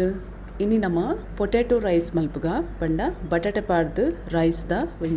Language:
Tulu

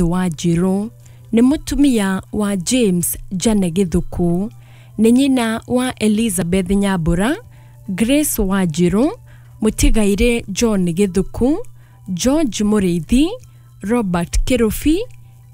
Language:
Kikuyu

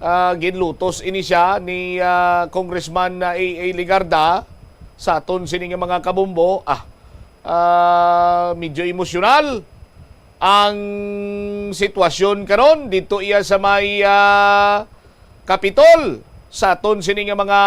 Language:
Hiligaynon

